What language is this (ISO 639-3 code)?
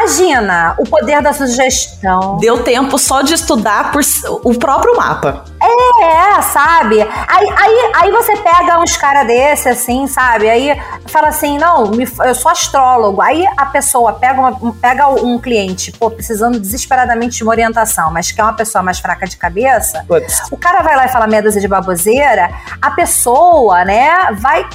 por